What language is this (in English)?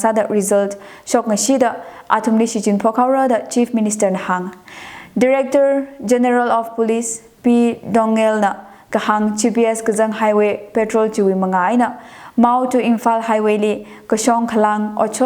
Tangkhul Naga (India)